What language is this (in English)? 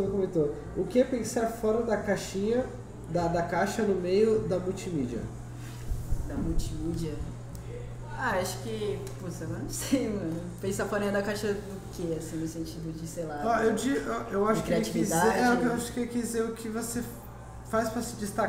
Portuguese